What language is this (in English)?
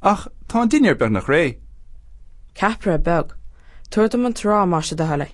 Irish